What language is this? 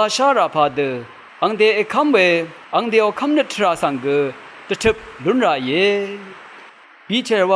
Rawang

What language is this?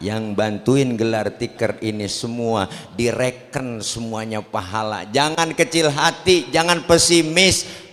Betawi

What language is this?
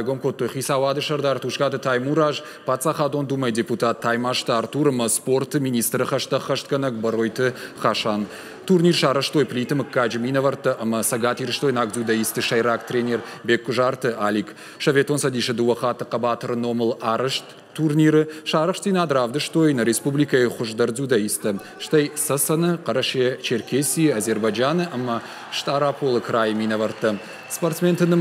Ossetic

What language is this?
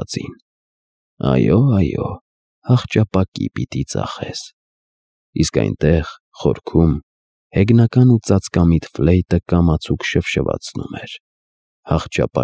Armenian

